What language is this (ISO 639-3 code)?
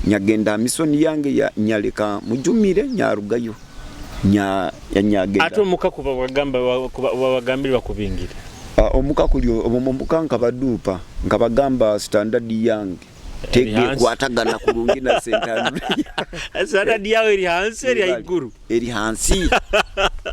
nyo